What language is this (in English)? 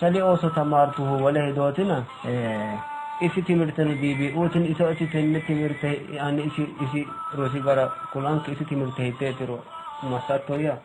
Sidamo